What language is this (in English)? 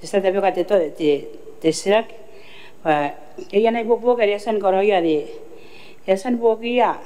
Gilbertese